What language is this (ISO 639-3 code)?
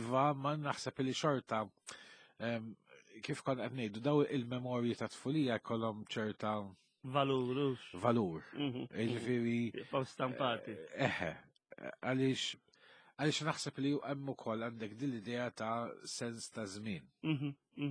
mlt